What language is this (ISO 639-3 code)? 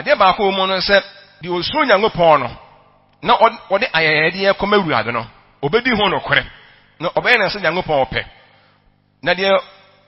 aka